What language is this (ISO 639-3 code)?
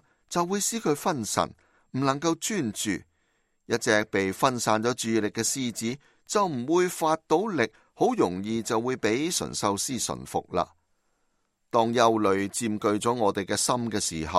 yue